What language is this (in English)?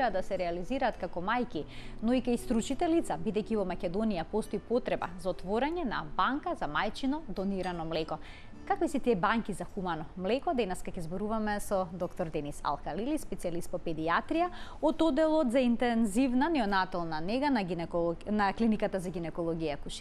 Macedonian